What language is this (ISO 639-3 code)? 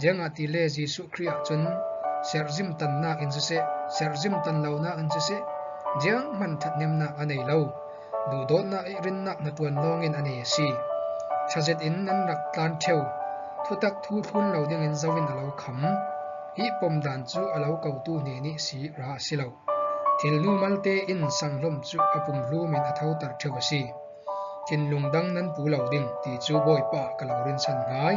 cfm